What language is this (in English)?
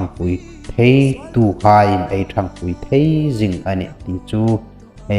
Hmar